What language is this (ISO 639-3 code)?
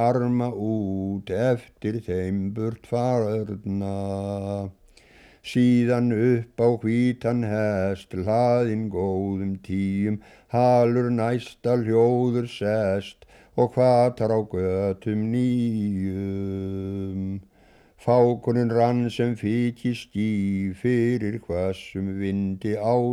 isl